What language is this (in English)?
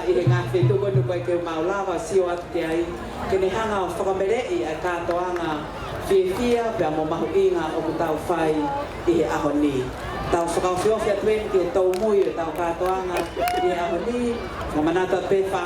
Tongan